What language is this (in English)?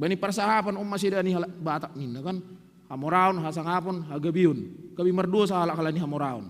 Batak Simalungun